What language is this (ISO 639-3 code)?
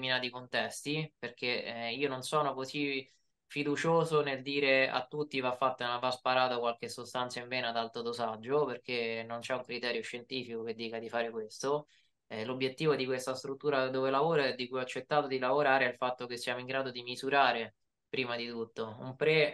ita